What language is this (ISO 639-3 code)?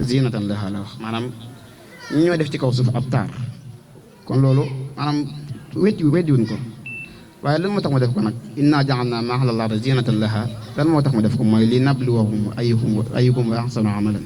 wol